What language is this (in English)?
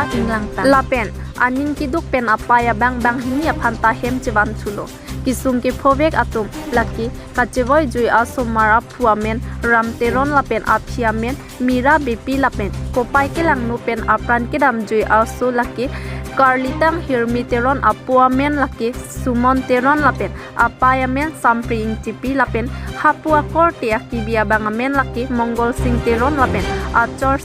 Karbi